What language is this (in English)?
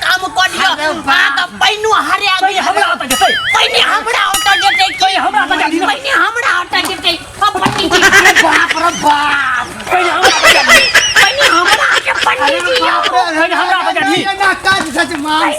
Maithili